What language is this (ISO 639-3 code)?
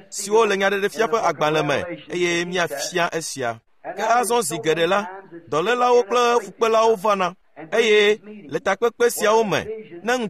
ewe